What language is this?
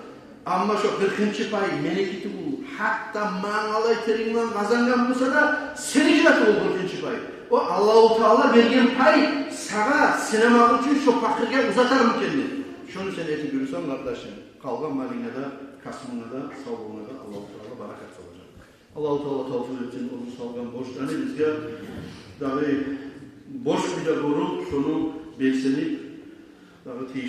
Kumyk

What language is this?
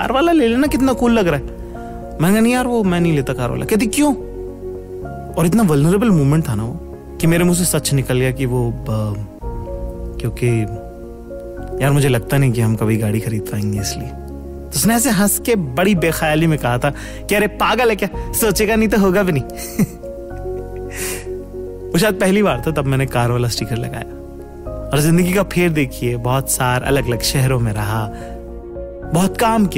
Hindi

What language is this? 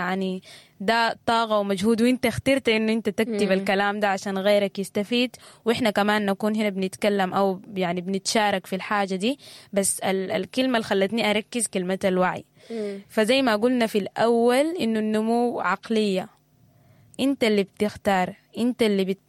Sudanese Arabic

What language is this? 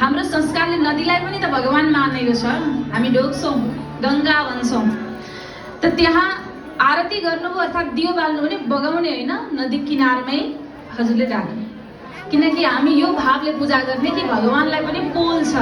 Nepali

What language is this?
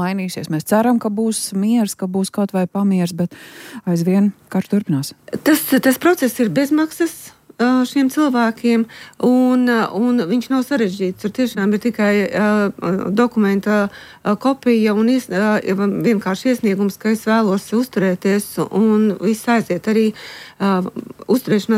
Latvian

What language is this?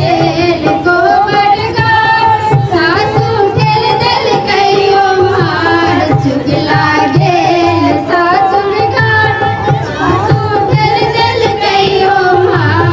Maithili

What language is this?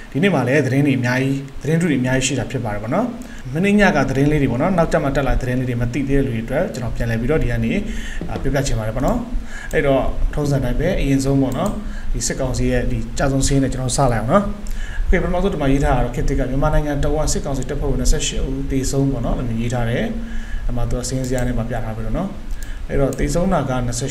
Burmese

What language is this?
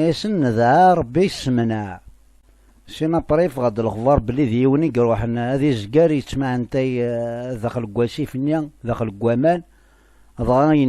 Kabyle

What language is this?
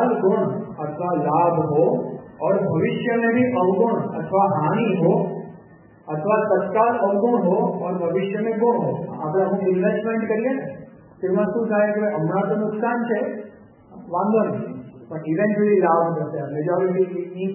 Gujarati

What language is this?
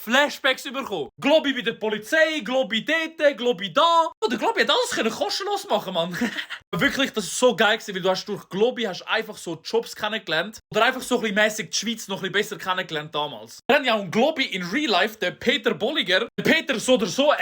Swiss German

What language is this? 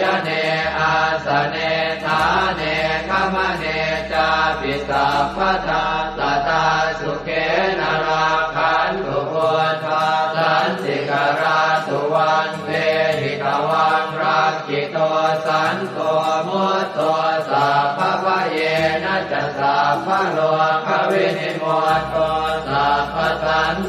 Pali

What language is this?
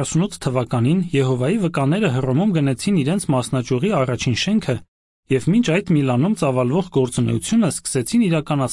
Armenian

